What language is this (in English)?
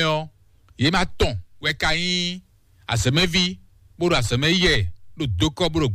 Fon